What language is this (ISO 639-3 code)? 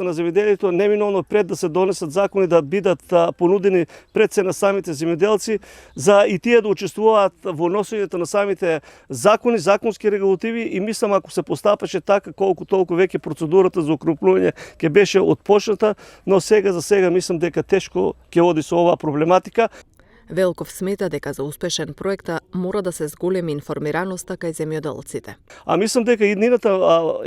mkd